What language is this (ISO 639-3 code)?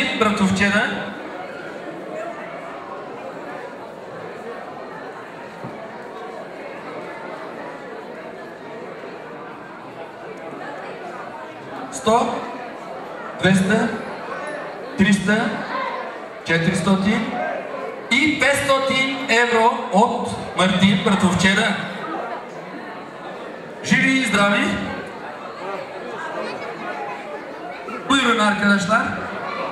bul